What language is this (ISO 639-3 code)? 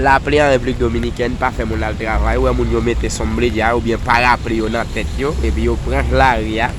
hat